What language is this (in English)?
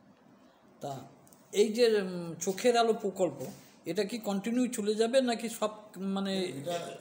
Bangla